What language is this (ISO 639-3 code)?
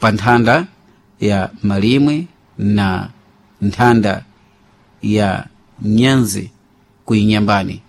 seh